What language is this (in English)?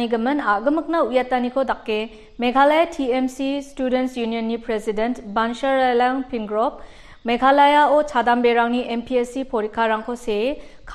Garo